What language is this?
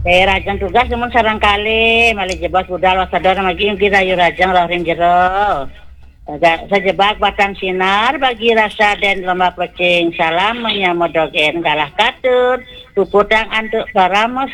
Balinese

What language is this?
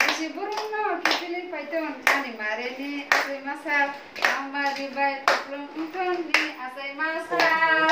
Kok Borok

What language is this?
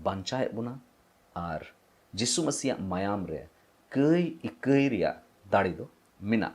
Santali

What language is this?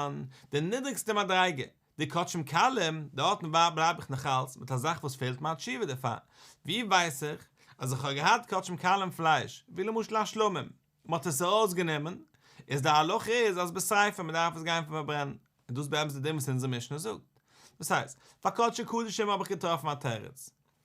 Yiddish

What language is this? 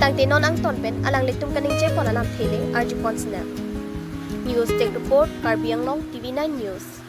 Karbi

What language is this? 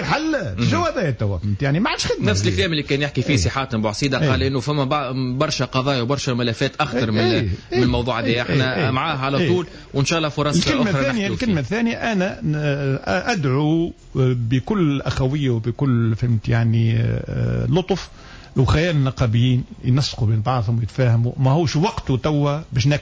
Tunisian Arabic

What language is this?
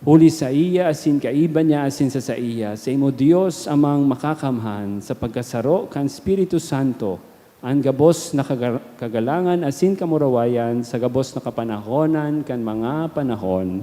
Bikol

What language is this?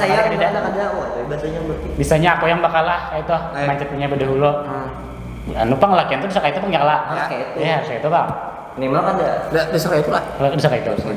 Banjar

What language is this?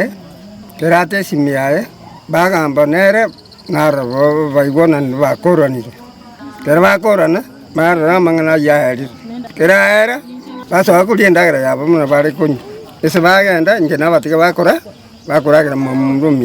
Gusii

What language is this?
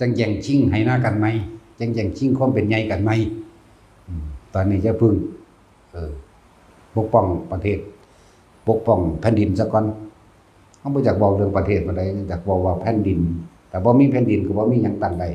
Northeastern Thai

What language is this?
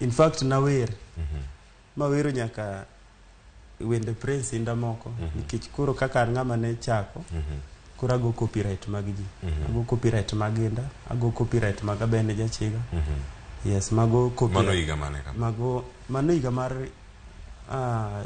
Luo (Kenya and Tanzania)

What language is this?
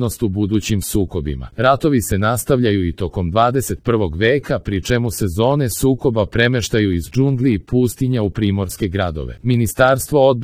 Serbian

